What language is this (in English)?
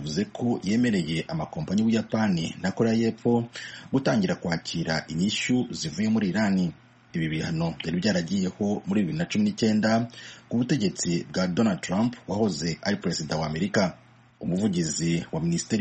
Kinyarwanda